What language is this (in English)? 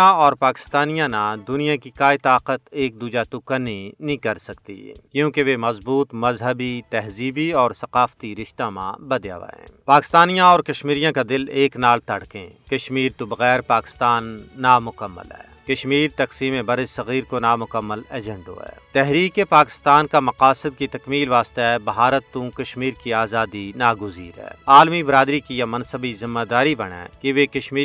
Gujari